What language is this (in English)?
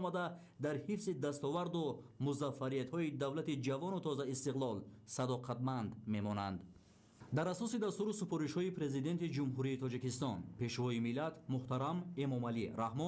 Tajik